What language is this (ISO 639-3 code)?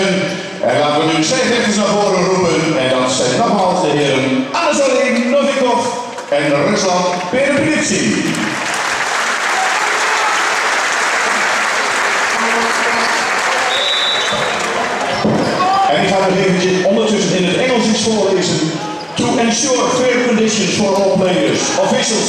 nld